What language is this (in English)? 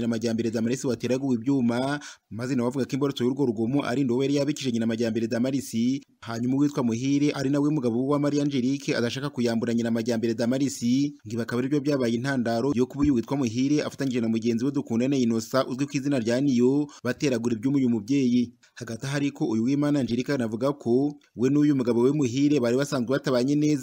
Kinyarwanda